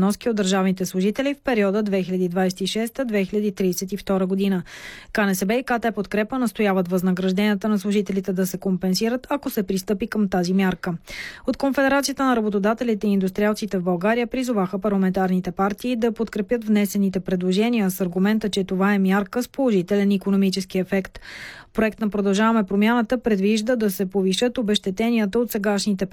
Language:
Bulgarian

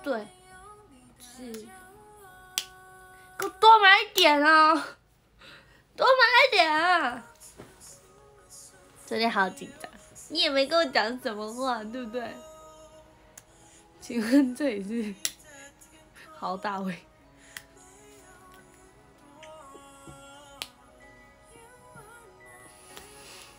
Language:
Chinese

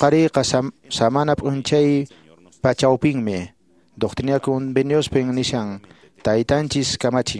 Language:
Quechua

